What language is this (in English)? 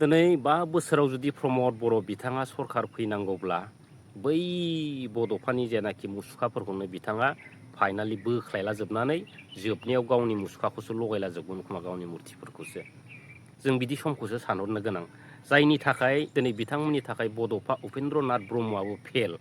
Bodo